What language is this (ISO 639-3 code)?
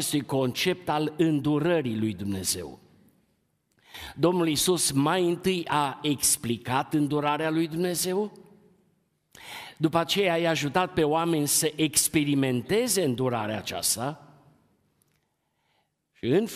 ron